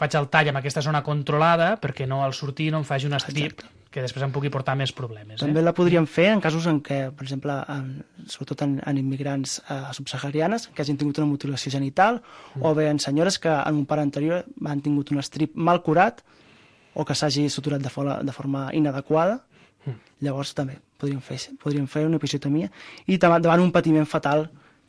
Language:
Catalan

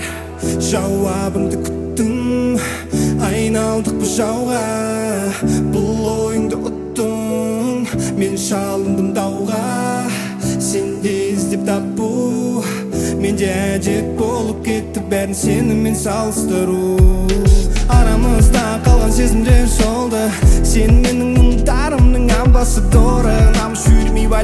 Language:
Kazakh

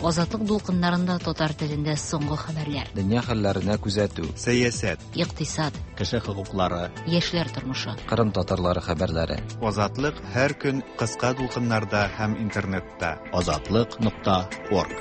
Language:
Tatar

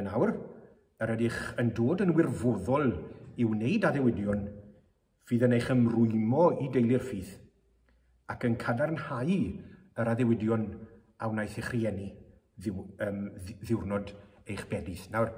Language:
Welsh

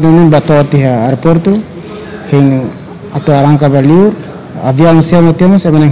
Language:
Tetum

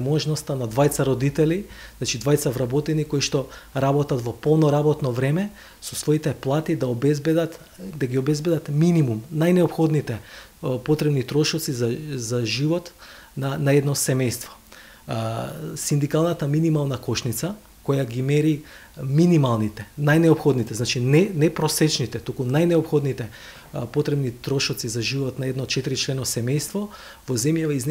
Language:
Macedonian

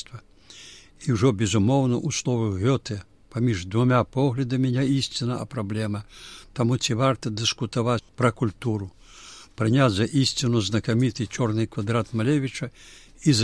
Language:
Belarusian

